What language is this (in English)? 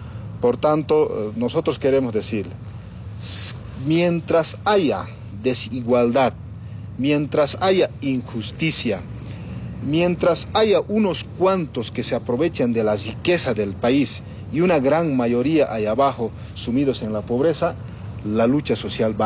Spanish